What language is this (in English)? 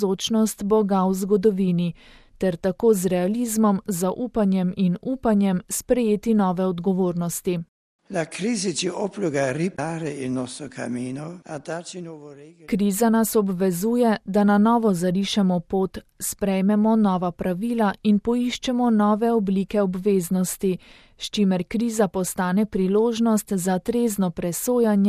Slovenian